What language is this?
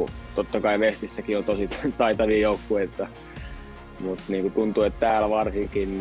Finnish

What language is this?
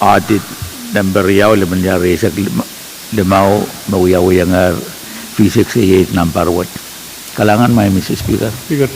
Pohnpeian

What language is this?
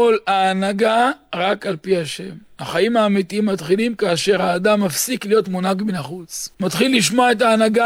Hebrew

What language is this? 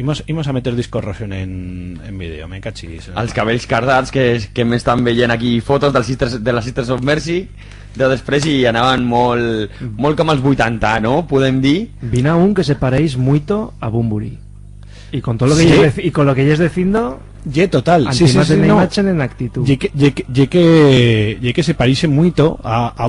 Aragonese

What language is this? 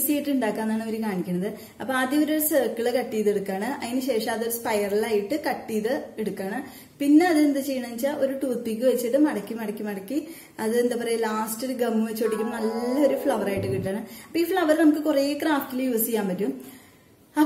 Malayalam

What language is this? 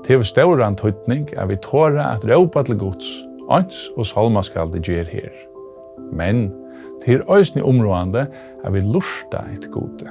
Faroese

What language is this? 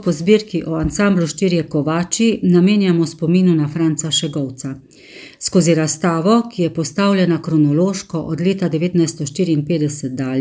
Slovenian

